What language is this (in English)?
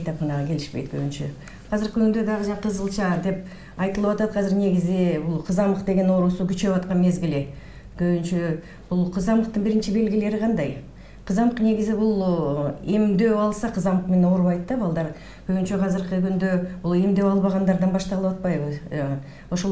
Kyrgyz